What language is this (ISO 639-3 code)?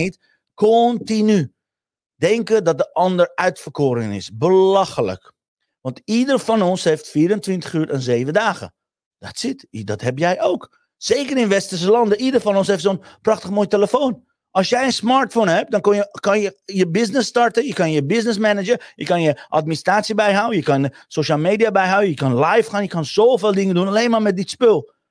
nld